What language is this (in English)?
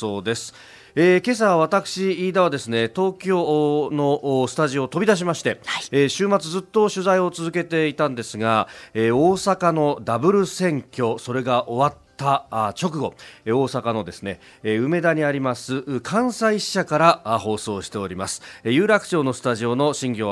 Japanese